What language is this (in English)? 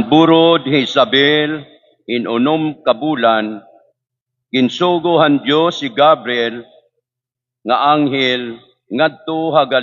Waray